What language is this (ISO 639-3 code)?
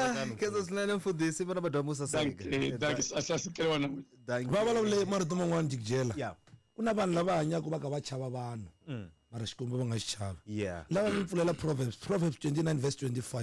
tso